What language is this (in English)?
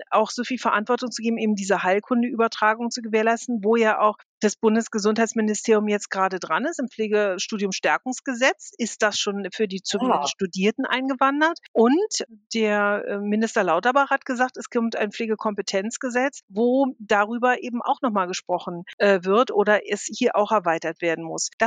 German